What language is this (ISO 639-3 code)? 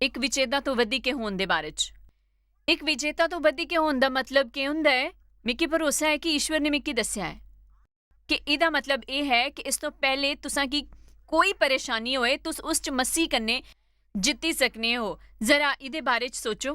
doi